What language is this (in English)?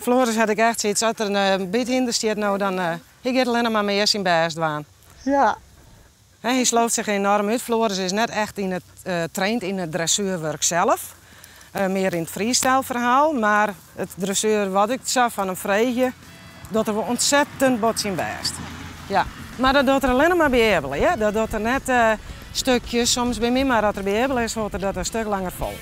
Western Frisian